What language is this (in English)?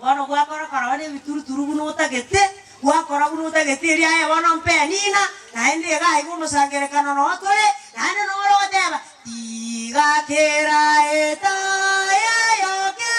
Gusii